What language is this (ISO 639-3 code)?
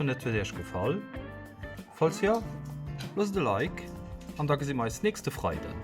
ltz